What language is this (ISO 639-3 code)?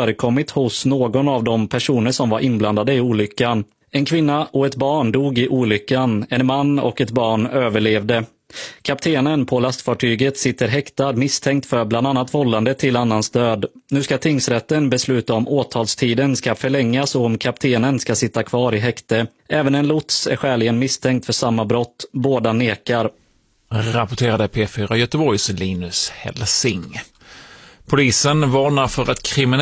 swe